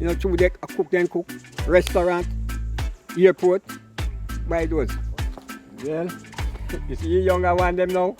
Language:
Jamaican Creole English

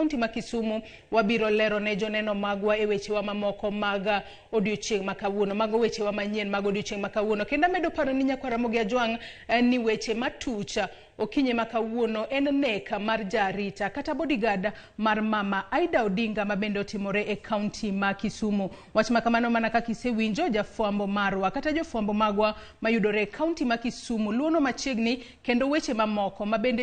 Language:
Luo (Kenya and Tanzania)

